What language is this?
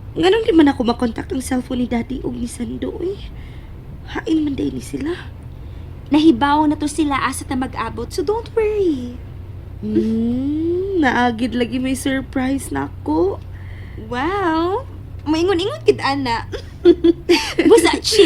Cebuano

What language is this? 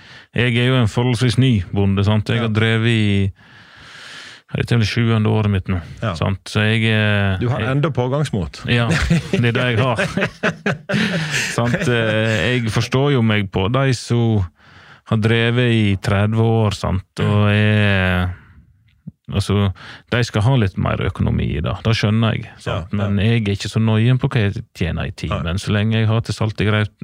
Norwegian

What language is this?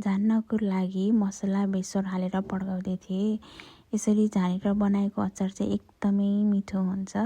Nepali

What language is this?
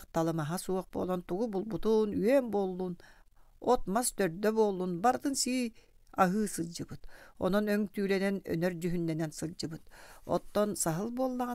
Yakut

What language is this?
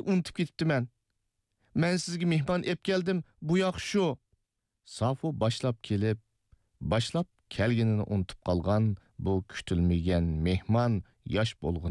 Uyghur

